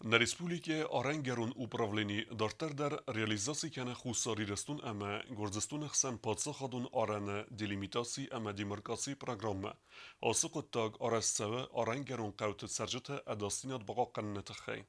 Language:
Ossetic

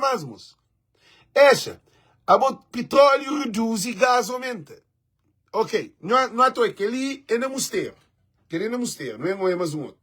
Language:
Kabuverdianu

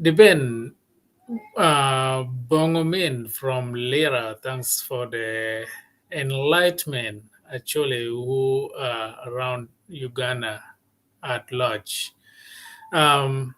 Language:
Acoli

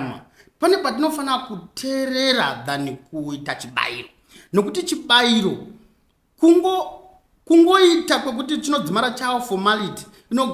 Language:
Shona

